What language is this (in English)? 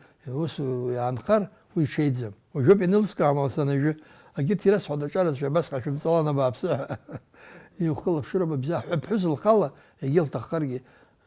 Abkhazian